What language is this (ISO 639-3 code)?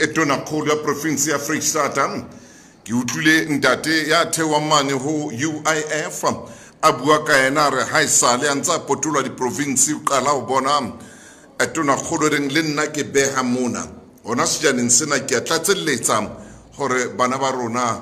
sot